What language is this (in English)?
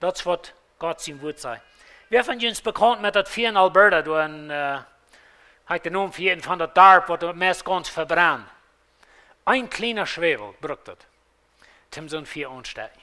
Plautdietsch